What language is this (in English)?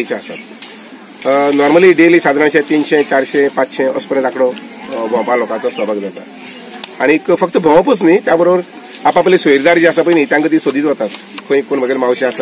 Konkani